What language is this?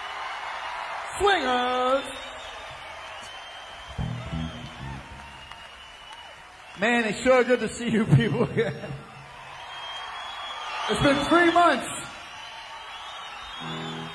English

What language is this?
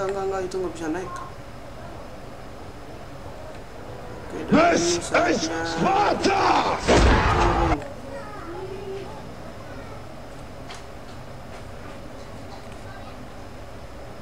Indonesian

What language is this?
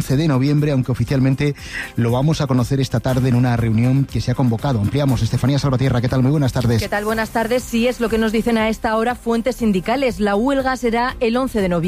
Spanish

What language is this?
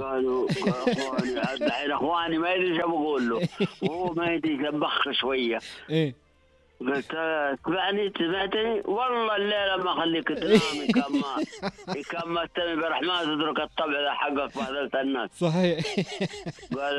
Najdi Arabic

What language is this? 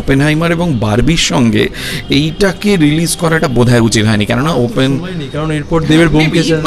Bangla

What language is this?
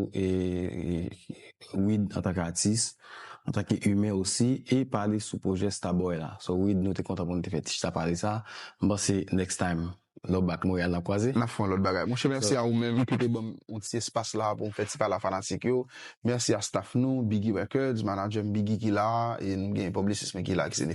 Haitian Creole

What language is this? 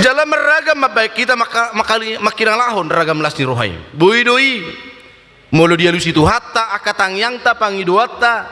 Batak Toba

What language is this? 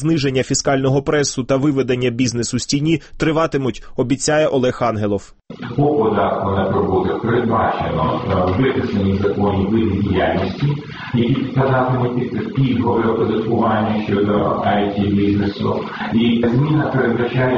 Ukrainian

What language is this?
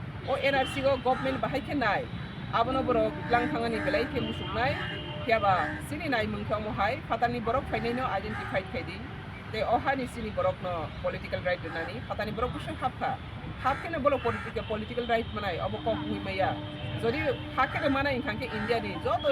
Kok Borok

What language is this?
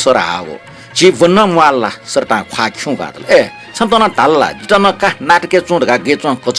Newari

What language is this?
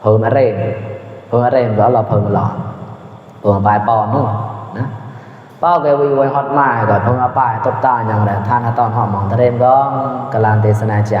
Mon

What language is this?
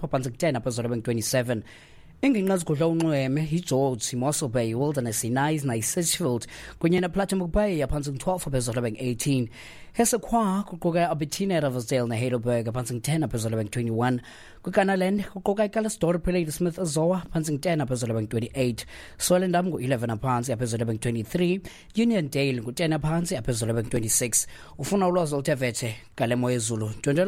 Xhosa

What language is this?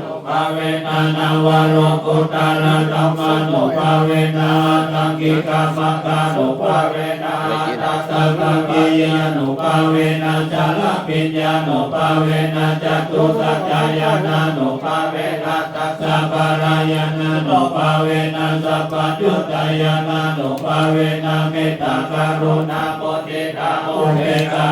Pali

